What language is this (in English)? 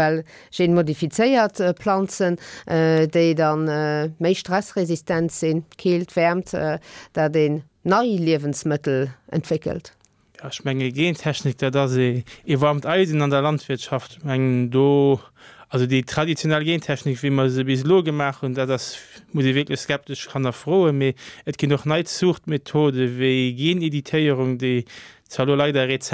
Luxembourgish